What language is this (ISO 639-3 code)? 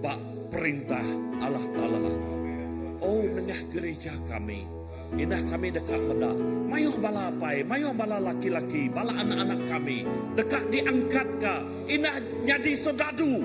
iba